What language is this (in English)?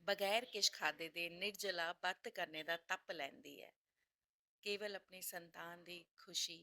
Dogri